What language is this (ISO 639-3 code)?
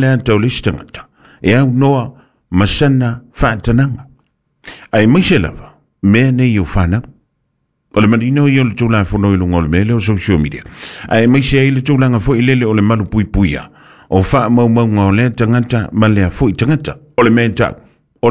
smo